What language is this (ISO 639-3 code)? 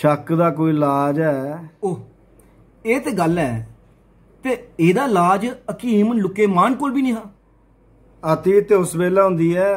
doi